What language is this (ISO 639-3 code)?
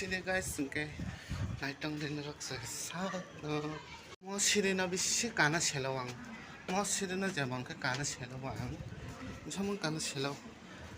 trp